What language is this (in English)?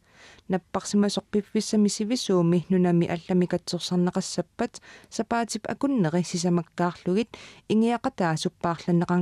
Kalaallisut